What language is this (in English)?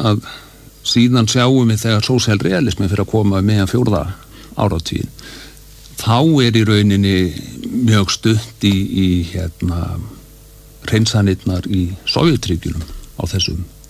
Icelandic